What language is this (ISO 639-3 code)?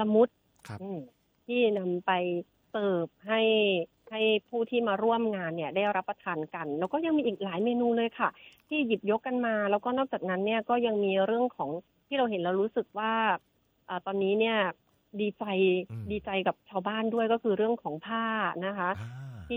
tha